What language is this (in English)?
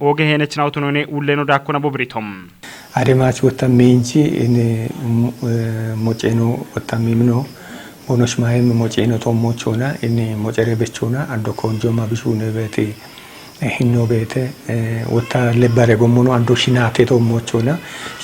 Kafa